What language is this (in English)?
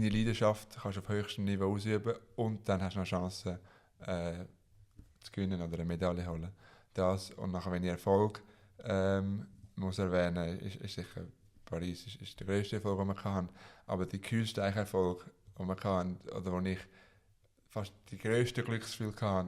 Swiss German